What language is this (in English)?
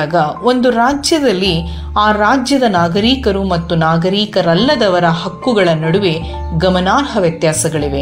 Kannada